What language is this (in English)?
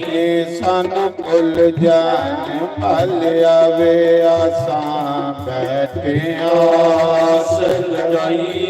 Dogri